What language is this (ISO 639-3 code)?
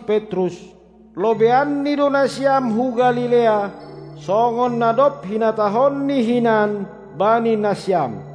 bts